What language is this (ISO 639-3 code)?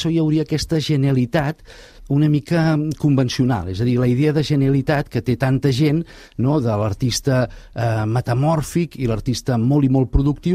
cat